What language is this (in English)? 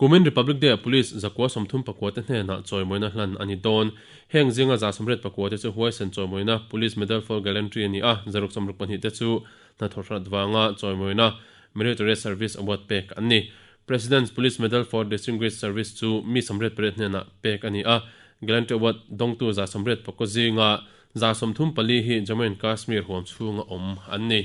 Mizo